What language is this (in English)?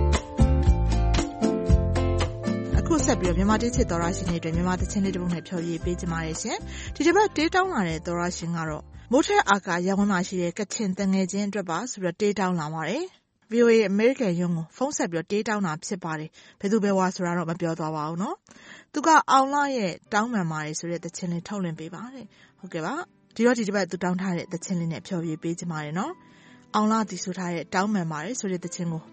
Burmese